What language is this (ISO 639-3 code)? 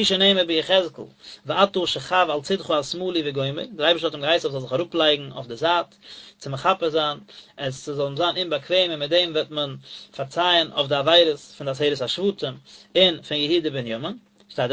yid